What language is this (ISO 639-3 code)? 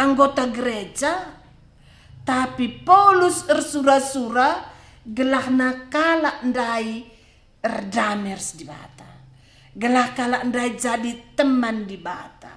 btx